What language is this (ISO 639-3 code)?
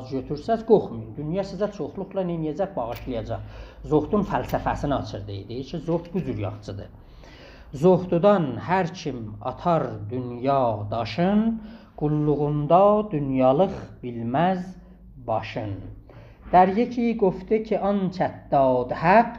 azb